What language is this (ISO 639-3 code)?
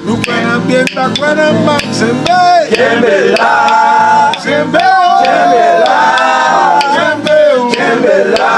hat